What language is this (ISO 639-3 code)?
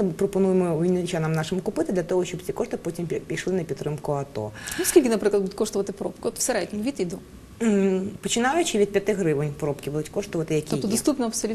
ukr